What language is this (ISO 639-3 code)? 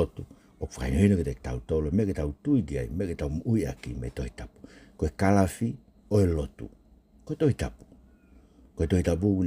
ton